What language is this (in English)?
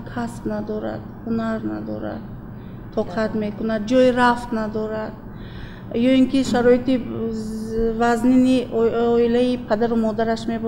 Tajik